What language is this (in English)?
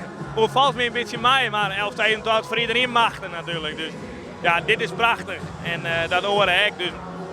Western Frisian